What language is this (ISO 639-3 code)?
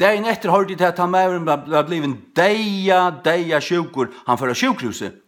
fao